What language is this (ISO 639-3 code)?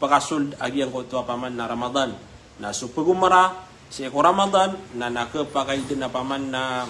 mrw